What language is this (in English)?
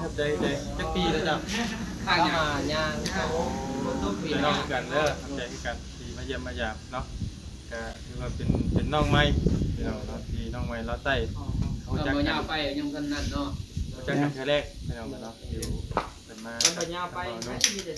Northeastern Thai